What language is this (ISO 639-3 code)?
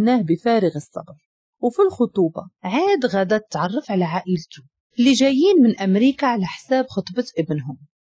ary